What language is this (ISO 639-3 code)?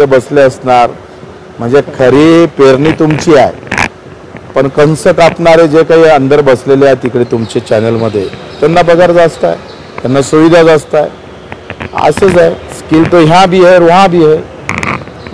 mar